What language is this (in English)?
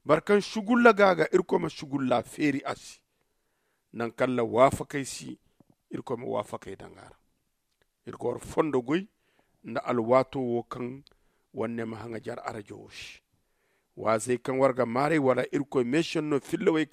Zarma